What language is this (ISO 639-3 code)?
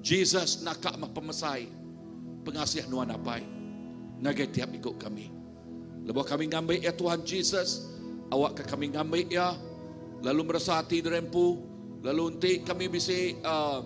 iba